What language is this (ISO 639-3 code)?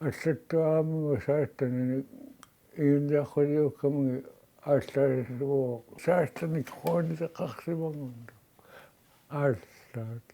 kal